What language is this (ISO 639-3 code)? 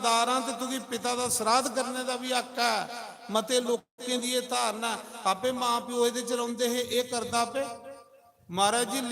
doi